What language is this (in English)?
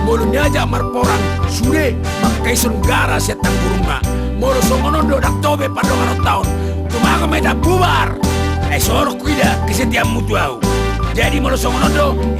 Batak Toba